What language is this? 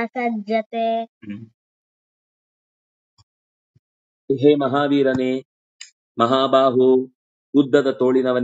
Kannada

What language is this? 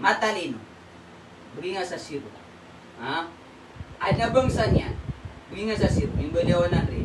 Maranao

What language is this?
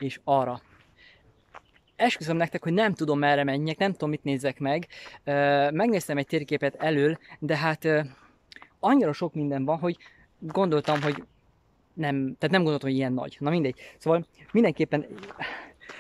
Hungarian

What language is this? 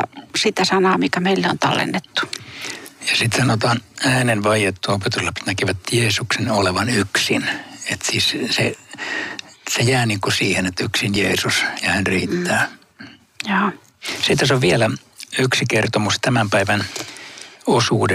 Finnish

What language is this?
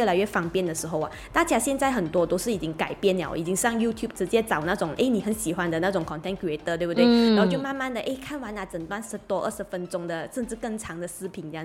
Chinese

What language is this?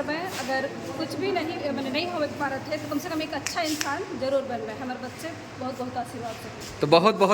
Sadri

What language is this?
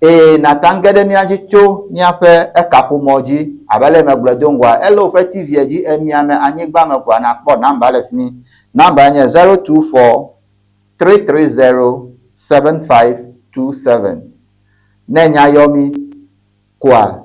Ewe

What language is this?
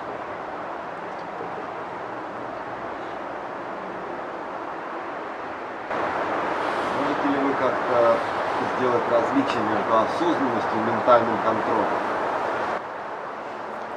Russian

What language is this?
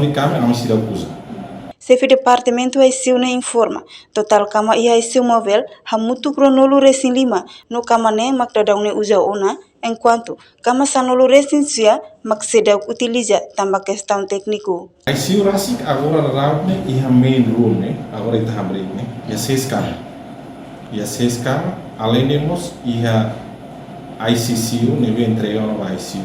Tetum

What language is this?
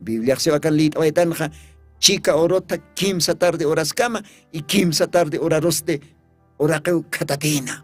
Aymara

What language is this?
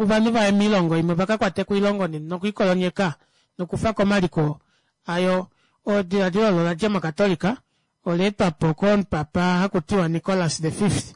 Kuanyama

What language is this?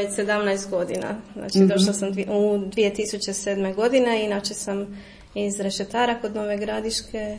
Croatian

